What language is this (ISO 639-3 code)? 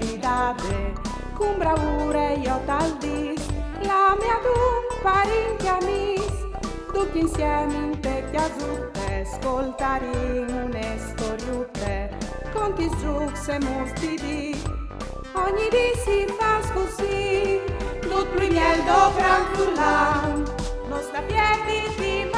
fur